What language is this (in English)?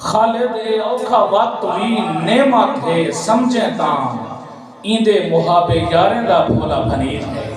Saraiki